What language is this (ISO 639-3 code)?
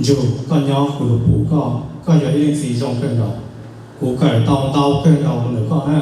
hmn